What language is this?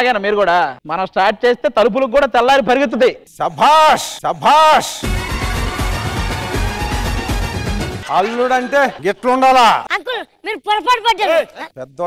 Telugu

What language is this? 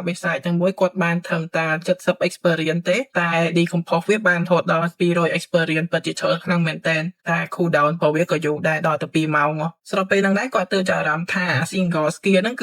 Khmer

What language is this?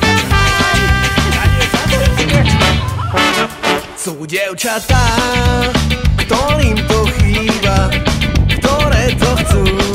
Slovak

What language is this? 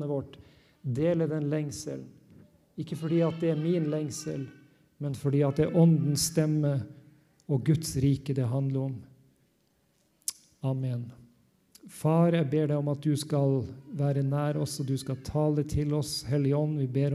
Norwegian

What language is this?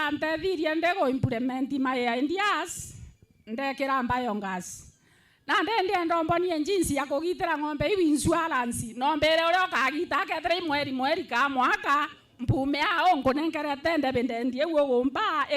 Meru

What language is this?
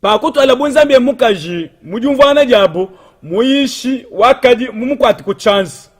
Luba-Lulua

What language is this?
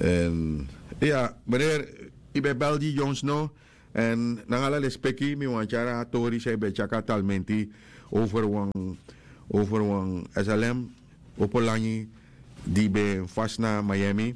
Sranan Tongo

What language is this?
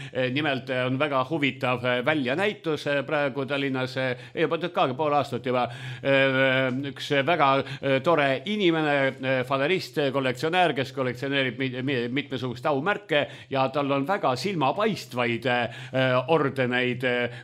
Estonian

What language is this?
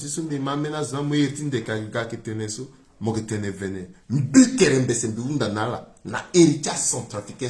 Sango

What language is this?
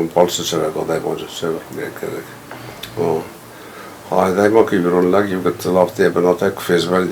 Ossetic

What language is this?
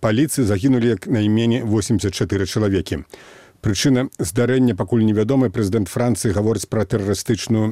Belarusian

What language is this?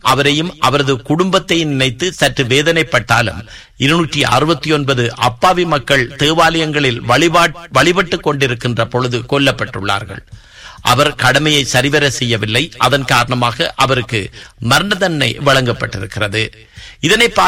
Tamil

